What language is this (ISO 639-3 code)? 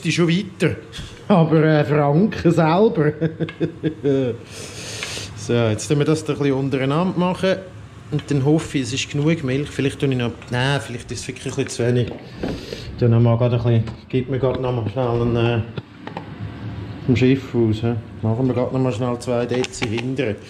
gsw